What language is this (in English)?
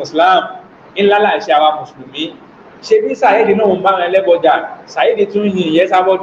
Yoruba